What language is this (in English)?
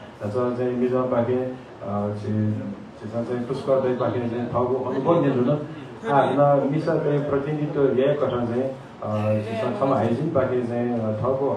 Newari